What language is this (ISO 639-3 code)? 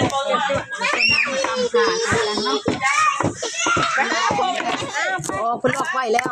lao